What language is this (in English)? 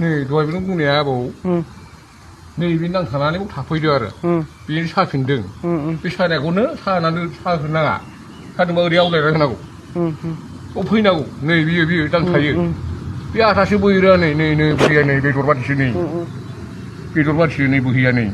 Bodo